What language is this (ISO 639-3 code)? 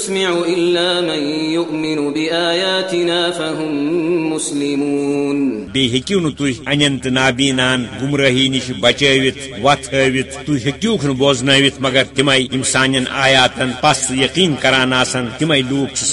kas